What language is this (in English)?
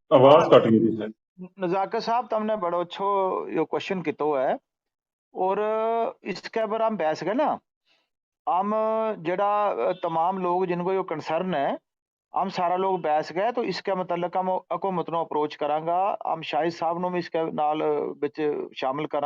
Gujari